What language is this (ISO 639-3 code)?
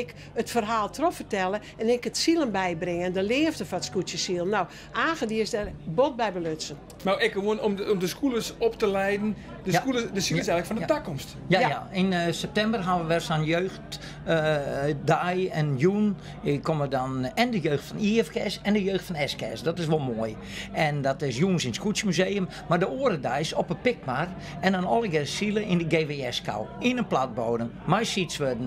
fry